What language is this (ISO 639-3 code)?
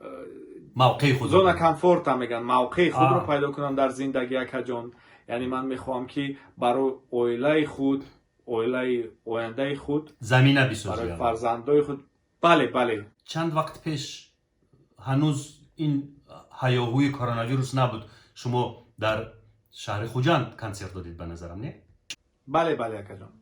tgk